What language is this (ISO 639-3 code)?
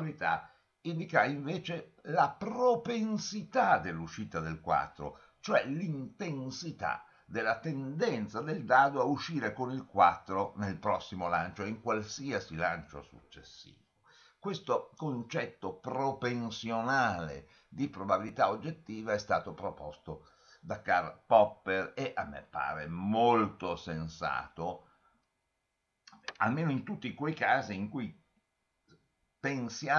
ita